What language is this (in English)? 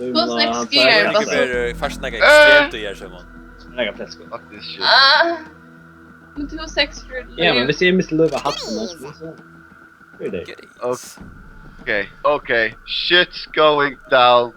Faroese